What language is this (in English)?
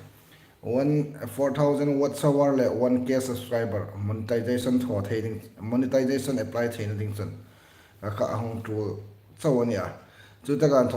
Hmar